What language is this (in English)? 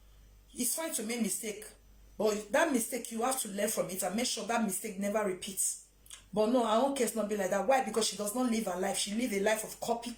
Nigerian Pidgin